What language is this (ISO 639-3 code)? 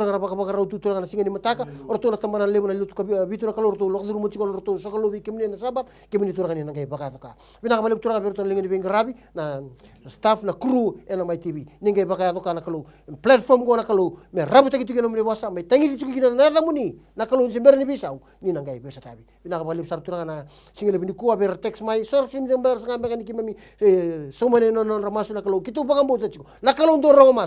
fij